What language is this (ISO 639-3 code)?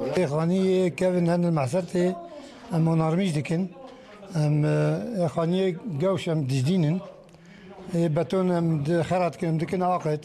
kur